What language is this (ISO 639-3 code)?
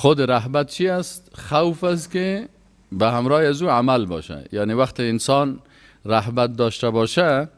fas